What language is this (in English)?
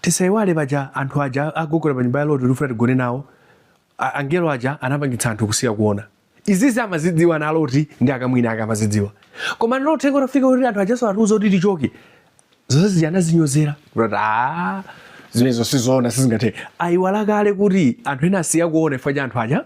Nyanja